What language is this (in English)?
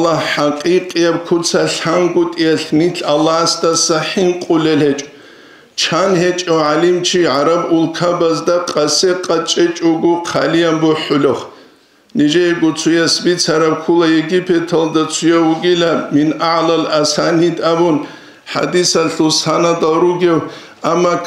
Avaric